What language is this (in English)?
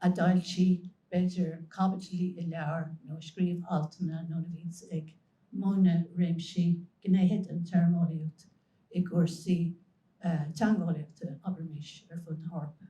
Irish